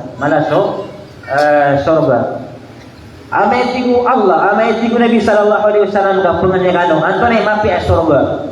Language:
Maranao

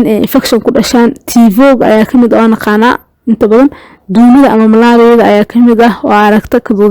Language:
Somali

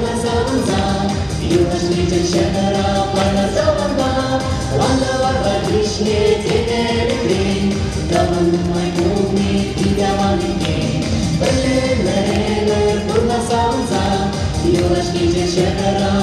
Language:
Chuvash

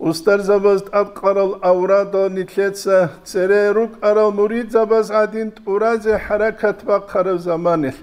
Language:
Avaric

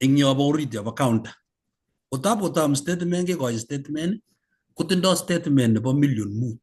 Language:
Kalenjin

